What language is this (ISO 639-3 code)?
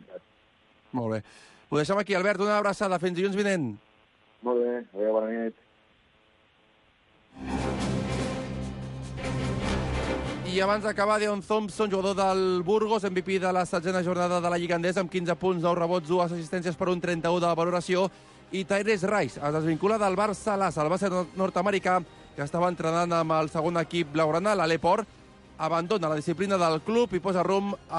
cat